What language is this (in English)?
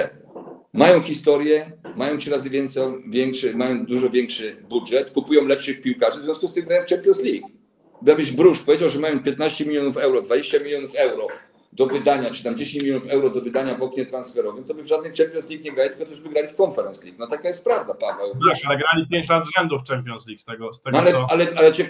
Polish